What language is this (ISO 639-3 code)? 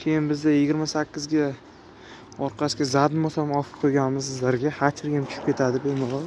uzb